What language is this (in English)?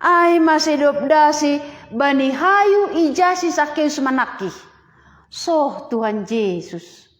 Batak Simalungun